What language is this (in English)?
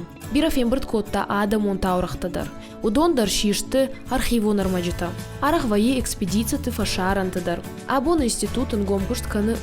Ossetic